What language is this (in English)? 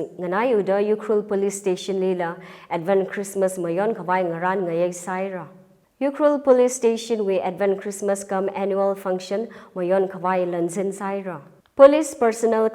Tangkhul Naga (India)